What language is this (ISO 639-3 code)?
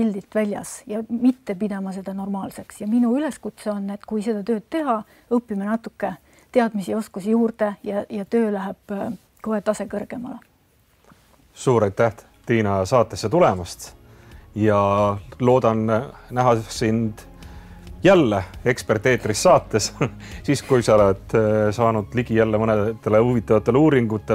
est